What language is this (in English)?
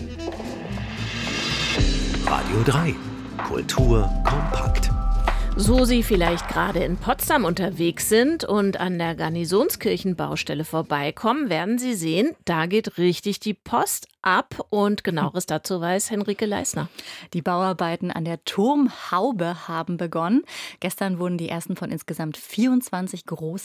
German